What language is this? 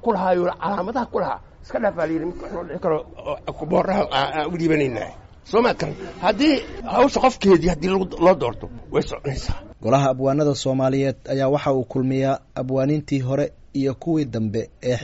Somali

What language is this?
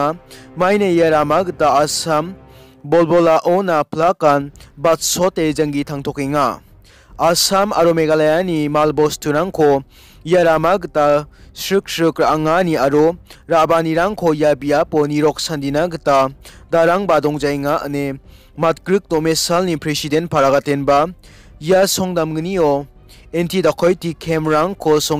Garo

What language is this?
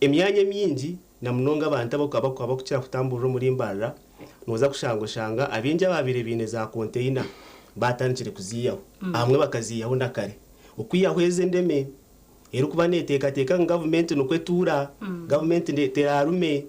Nyankole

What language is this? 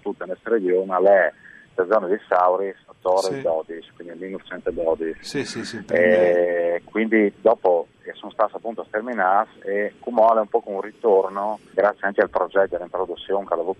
Friulian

